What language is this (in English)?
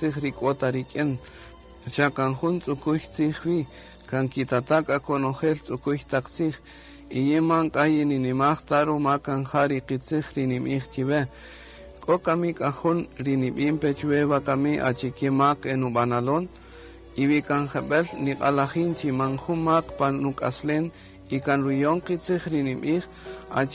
Kaqchikel